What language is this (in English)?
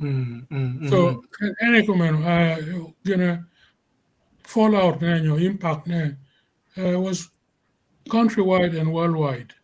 Acoli